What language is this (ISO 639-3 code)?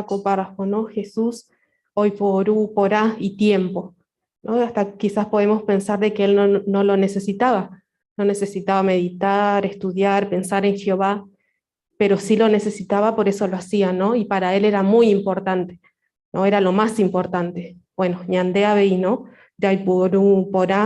grn